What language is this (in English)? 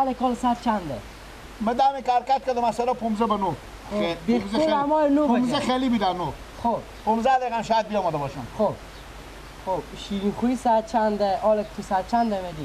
Persian